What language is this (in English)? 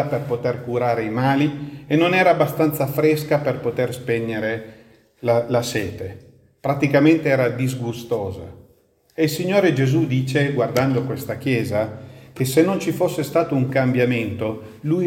Italian